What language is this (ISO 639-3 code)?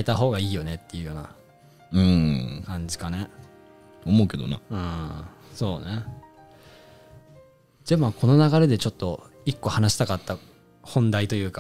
jpn